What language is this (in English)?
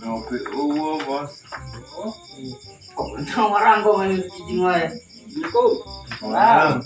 Sundanese